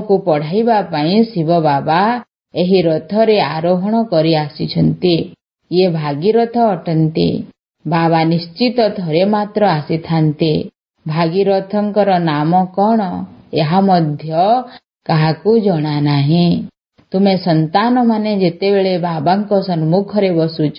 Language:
Odia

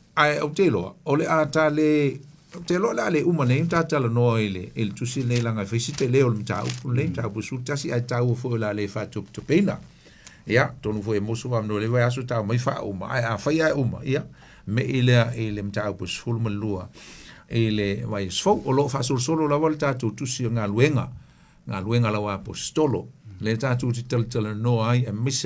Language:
Samoan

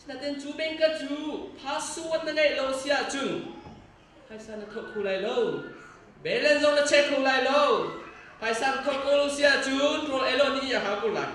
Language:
Hakha Chin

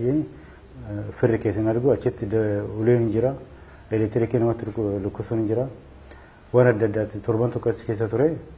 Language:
Oromo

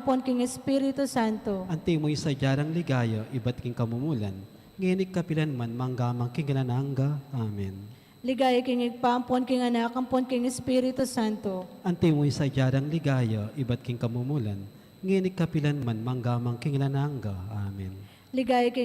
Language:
Pampanga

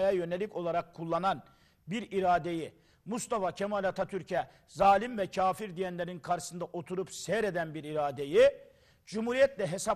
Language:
Turkish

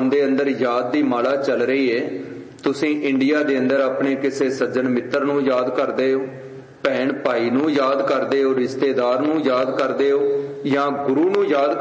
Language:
Punjabi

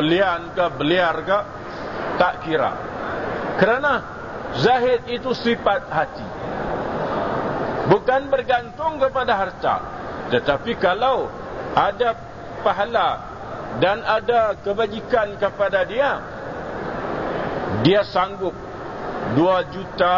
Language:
Malay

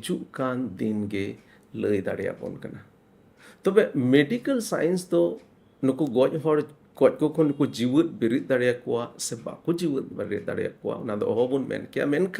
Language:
Santali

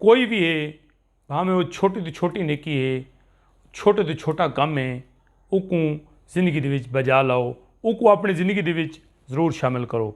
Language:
Saraiki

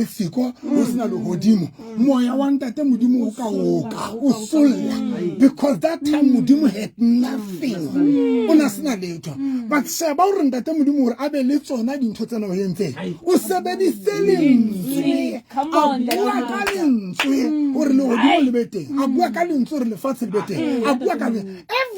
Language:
Southern Sotho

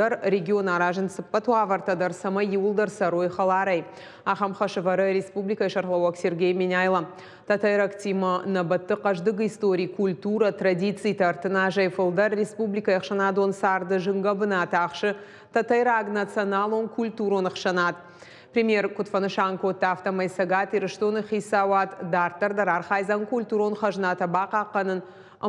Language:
Ossetic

